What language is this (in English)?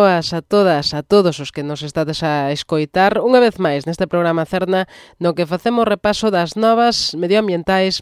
Galician